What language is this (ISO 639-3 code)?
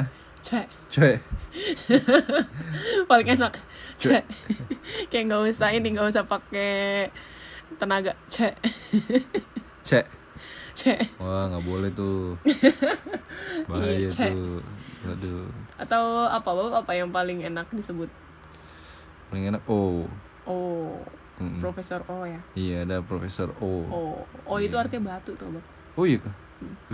ind